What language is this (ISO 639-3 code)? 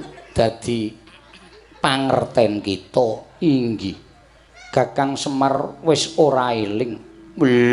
jav